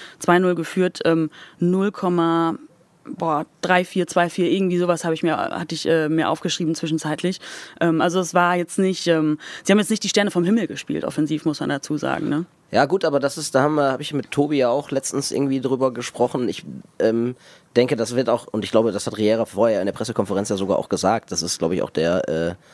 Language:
German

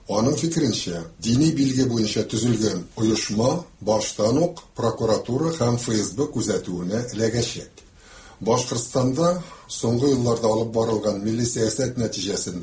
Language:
Tatar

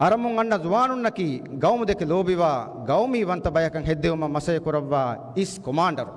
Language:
Divehi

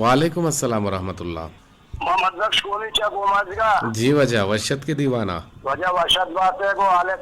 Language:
Eastern Balochi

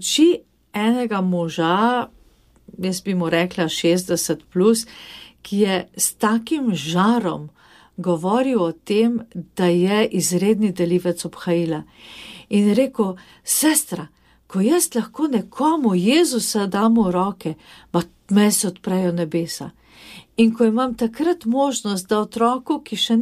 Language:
Slovenian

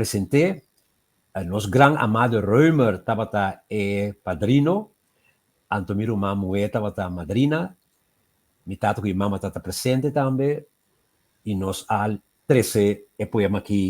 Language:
Papiamento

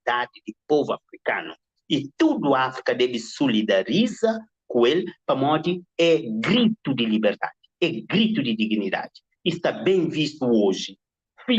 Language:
Kabuverdianu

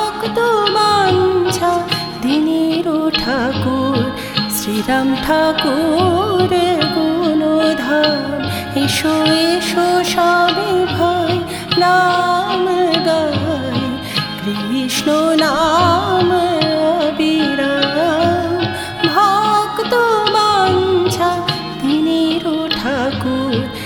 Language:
Bangla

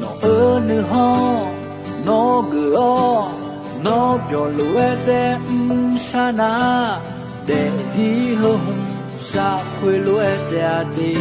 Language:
Akha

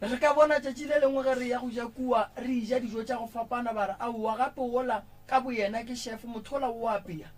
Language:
Northern Sotho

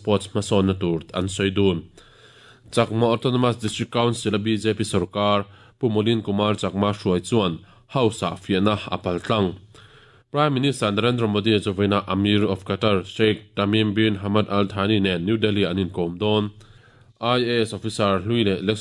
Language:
Mizo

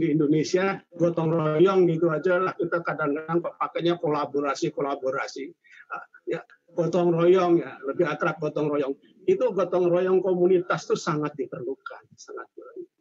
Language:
Indonesian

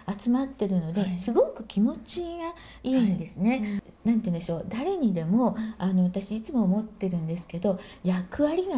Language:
Japanese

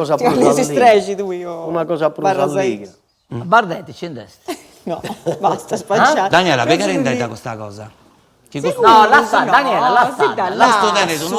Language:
Sardinian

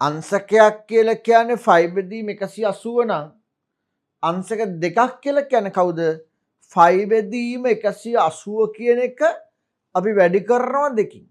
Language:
Sinhala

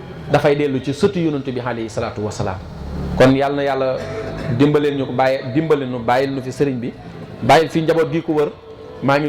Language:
Wolof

